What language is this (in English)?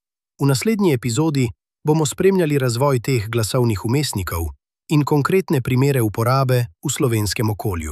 Slovenian